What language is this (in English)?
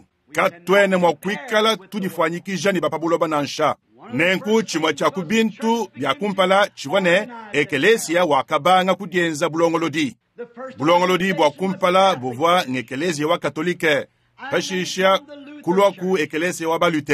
Luba-Lulua